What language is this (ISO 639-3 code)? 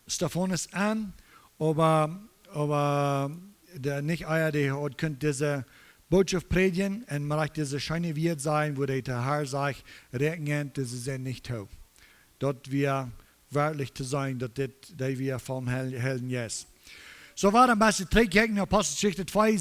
pdt